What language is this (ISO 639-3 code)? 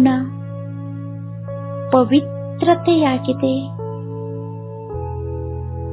kan